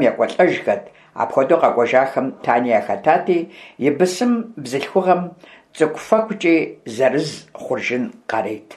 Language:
Kabardian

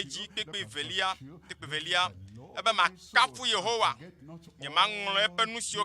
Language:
Ewe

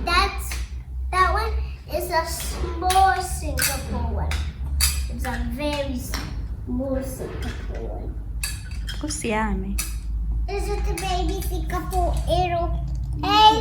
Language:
Tswana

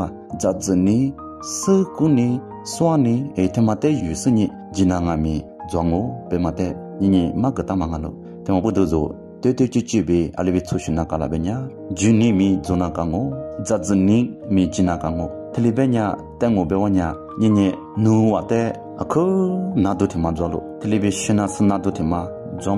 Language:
Lisu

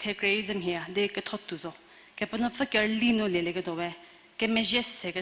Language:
Angami Naga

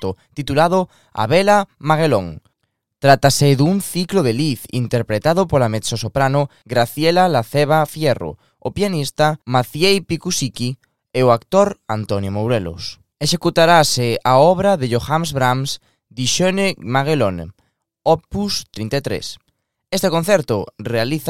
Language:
Galician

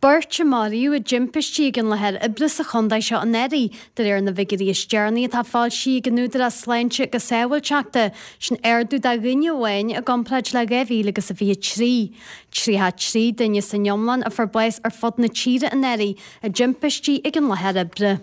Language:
Irish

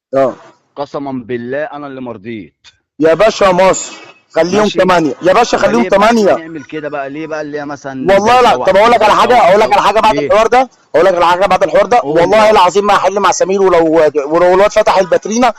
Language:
Egyptian Arabic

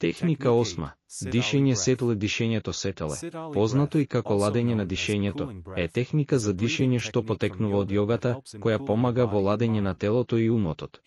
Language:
Macedonian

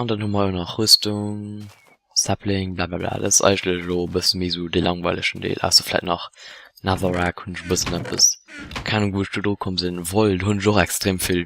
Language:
Luxembourgish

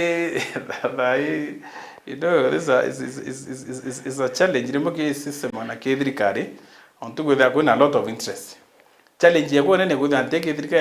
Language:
Meru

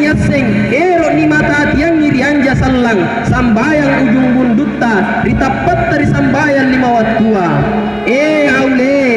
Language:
Makasar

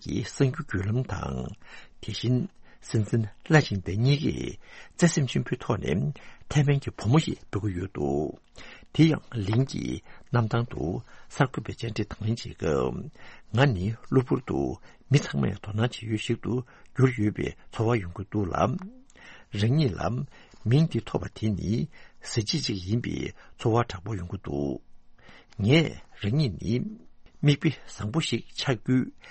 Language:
Tibetan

